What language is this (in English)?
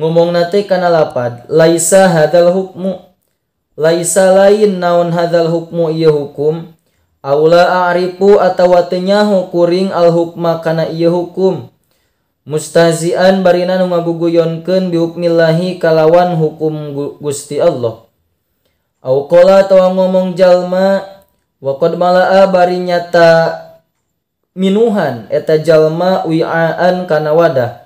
Sundanese